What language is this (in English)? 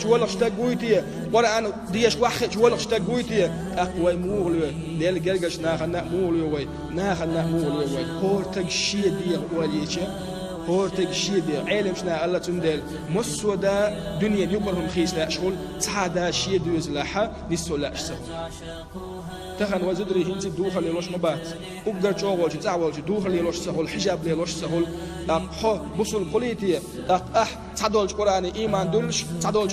Chechen